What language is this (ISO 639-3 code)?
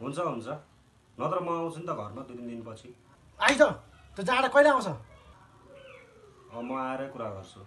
nep